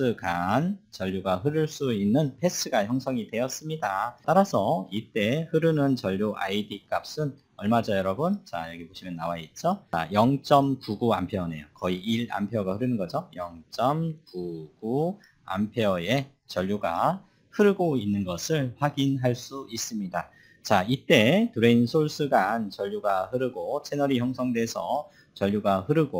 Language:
Korean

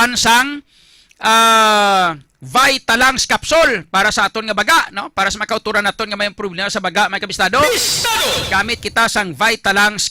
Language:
Hiligaynon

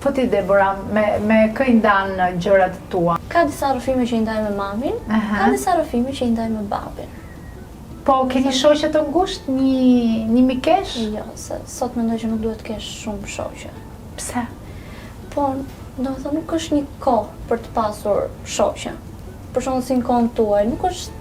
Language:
Albanian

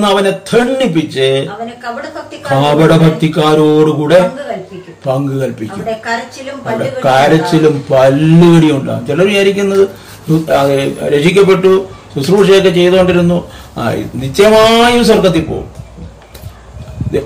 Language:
Malayalam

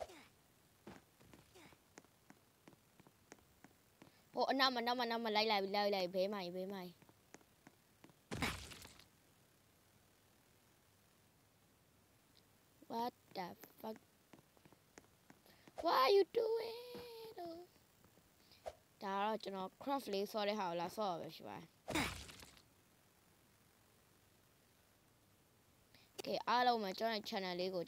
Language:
Burmese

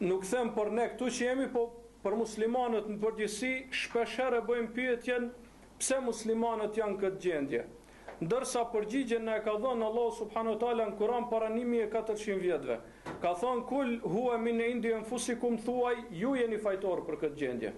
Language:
Albanian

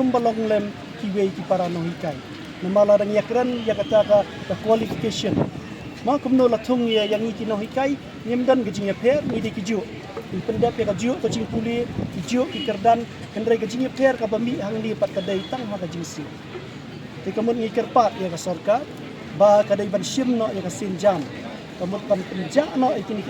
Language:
Khasi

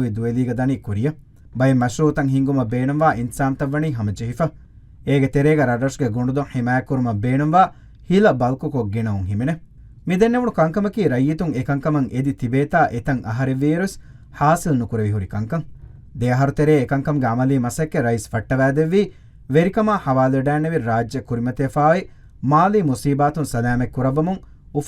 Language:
Divehi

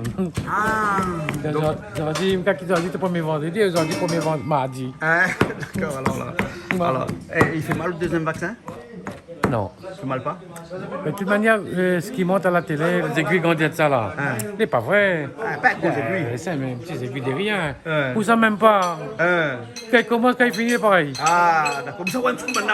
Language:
Réunion Creole French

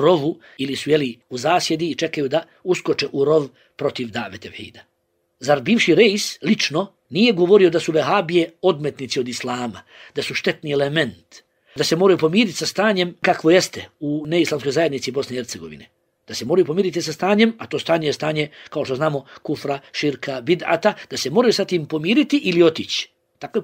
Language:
Bosnian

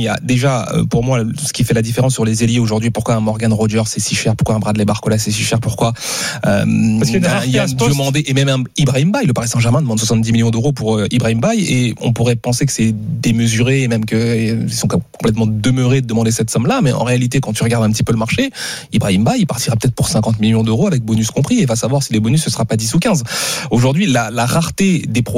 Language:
French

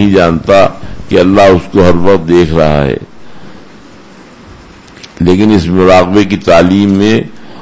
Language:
Urdu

